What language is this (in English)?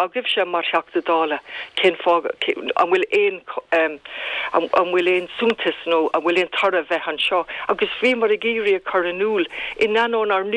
Irish